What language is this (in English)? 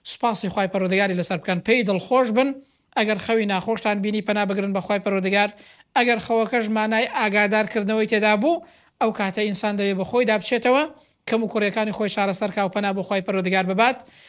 Central Kurdish